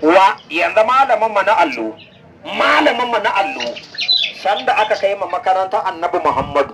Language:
Hausa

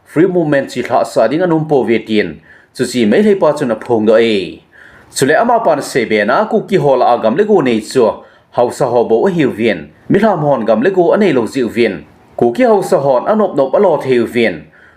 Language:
Thado Chin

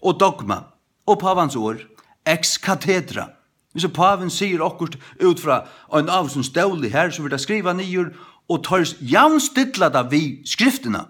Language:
Faroese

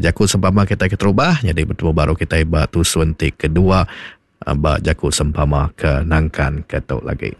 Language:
Iban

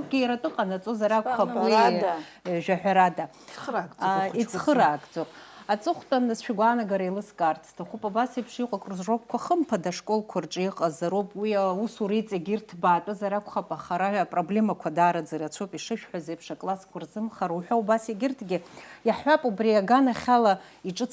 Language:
Abkhazian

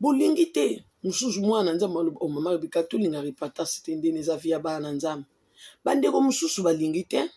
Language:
Lingala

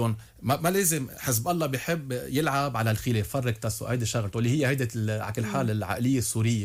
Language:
North Levantine Arabic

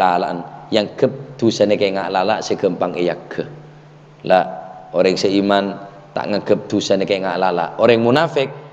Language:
Madurese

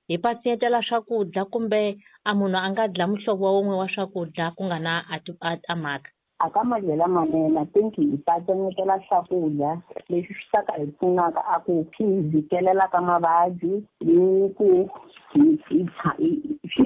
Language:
Tsonga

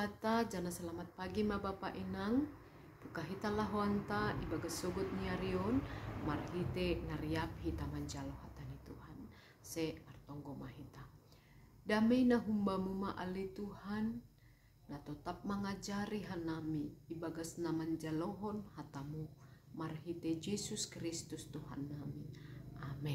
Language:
Batak Simalungun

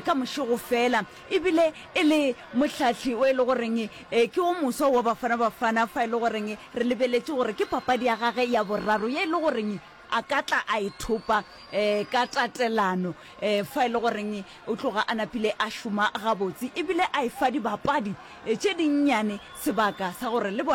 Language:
Northern Sotho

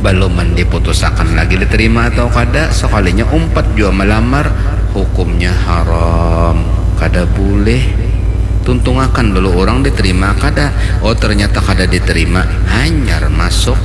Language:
Banjar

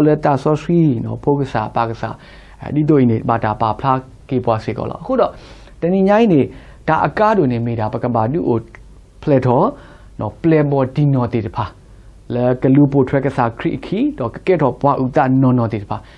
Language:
S'gaw Karen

